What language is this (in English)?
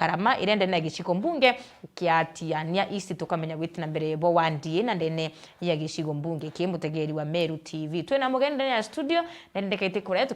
Meru